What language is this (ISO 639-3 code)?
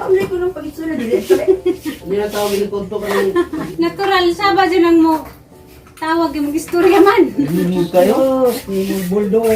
ceb